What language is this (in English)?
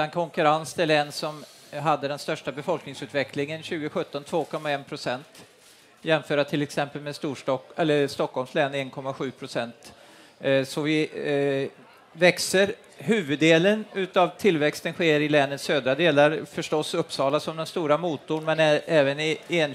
Swedish